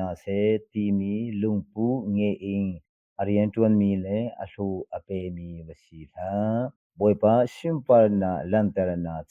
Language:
Hakha Chin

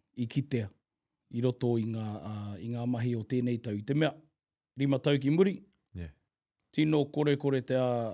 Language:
Māori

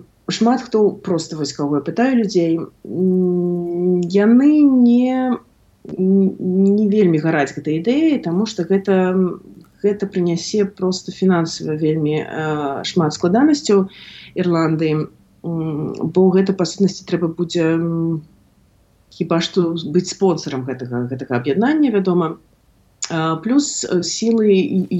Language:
Belarusian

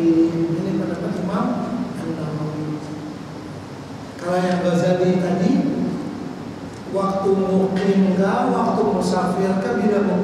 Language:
Malay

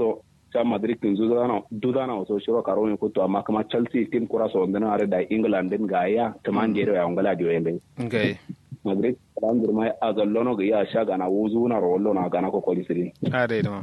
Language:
Kanuri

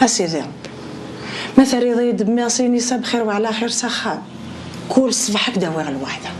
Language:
Kabyle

